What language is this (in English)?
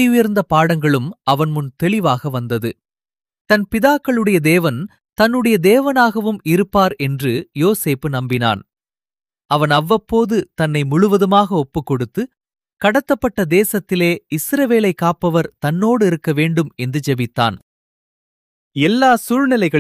Tamil